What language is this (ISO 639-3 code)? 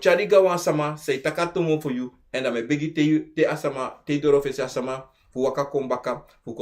srn